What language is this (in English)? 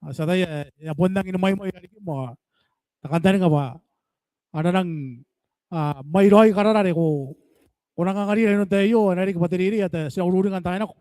Gilbertese